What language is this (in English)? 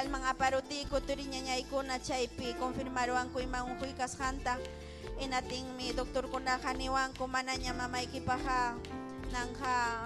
Ayacucho Quechua